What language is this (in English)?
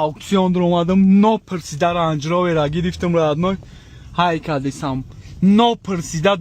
Tajik